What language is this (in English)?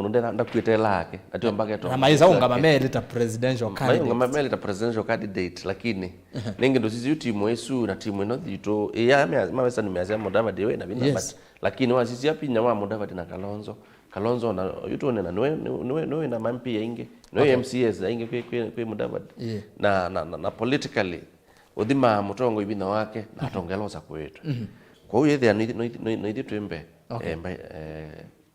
Kamba